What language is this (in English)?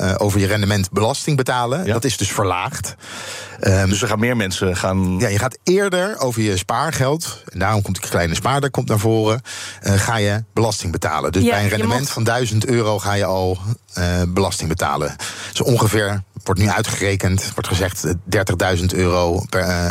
Dutch